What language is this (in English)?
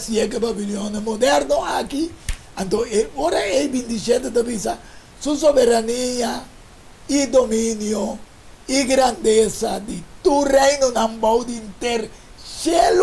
Papiamento